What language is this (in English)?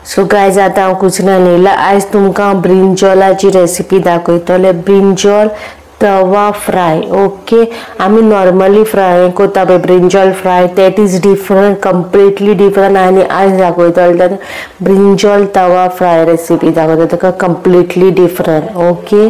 Konkani